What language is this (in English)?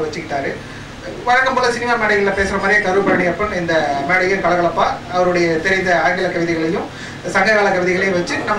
Tamil